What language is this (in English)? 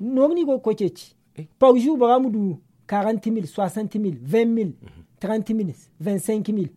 Zarma